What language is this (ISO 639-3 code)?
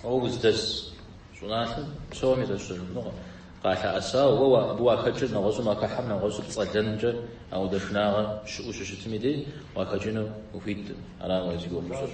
kbd